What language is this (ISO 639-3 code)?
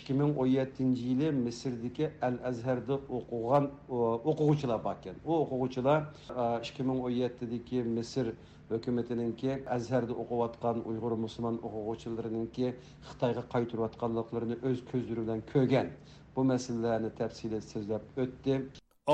uig